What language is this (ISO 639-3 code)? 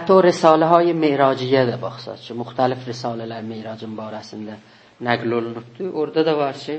azb